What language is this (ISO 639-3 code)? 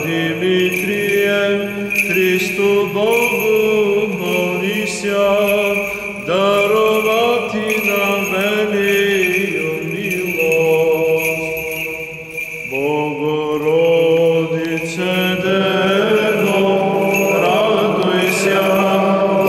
bul